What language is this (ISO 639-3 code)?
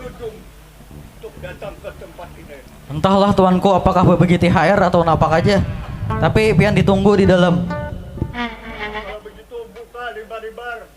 bjn